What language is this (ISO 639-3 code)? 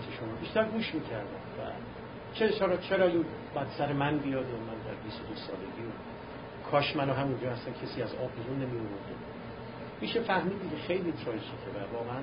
fas